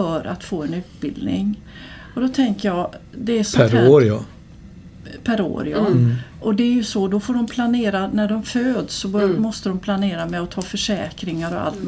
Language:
Swedish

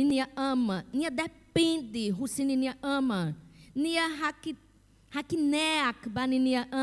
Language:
Tetum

